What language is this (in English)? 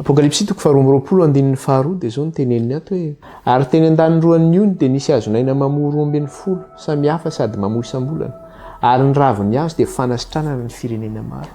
Malagasy